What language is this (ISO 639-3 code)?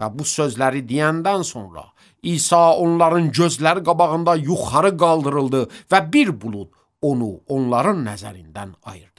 aze